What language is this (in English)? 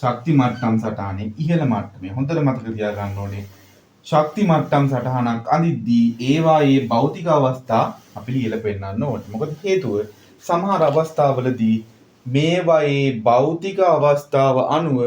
Sinhala